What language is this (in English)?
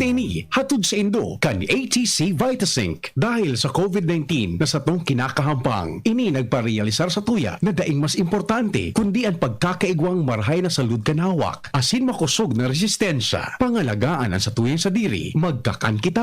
Bikol